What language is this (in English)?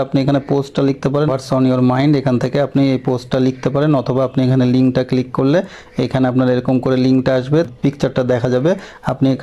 Bangla